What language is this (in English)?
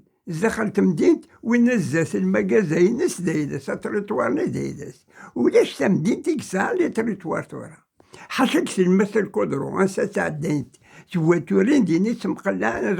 Kabyle